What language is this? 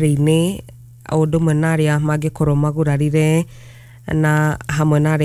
Kikuyu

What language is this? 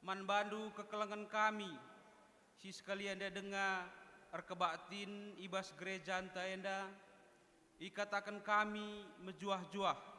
Batak Karo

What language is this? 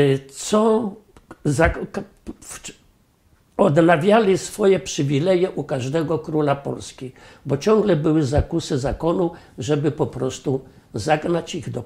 Polish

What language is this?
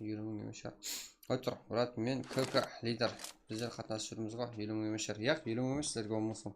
Kara-Kalpak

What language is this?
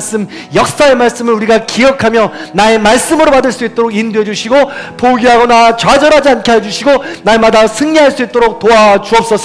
Korean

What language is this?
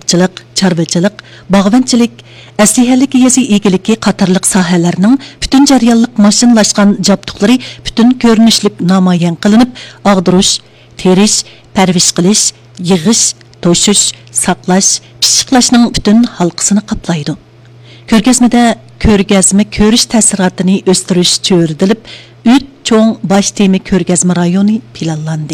Uyghur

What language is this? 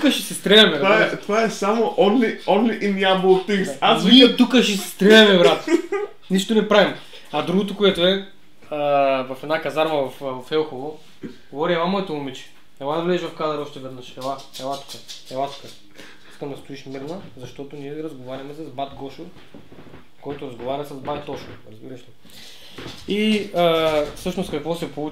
Bulgarian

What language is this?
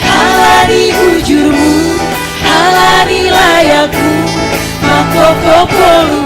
Batak Simalungun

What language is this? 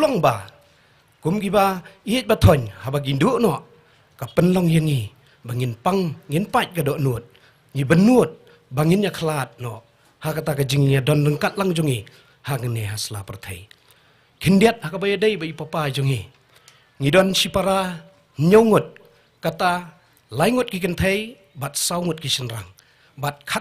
Khasi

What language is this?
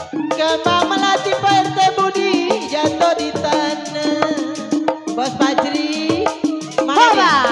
Betawi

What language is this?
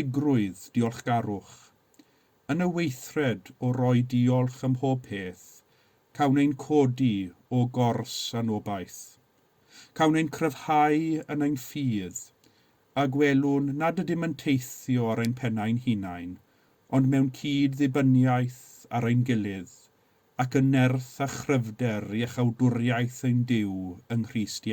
Welsh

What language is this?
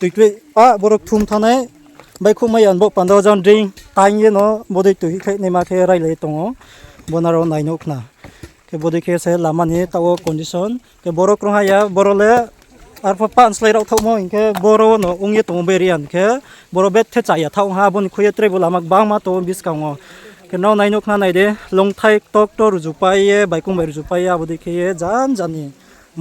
Riang (India)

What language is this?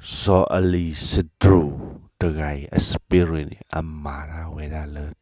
S'gaw Karen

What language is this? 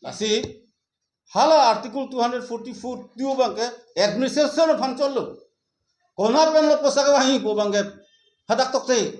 Karbi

